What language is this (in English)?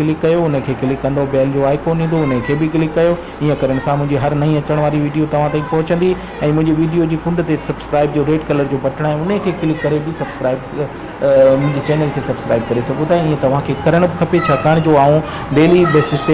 Sindhi